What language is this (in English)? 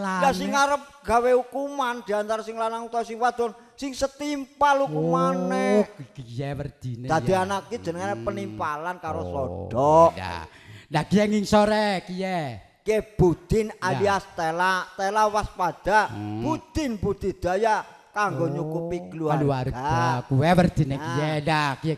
Javanese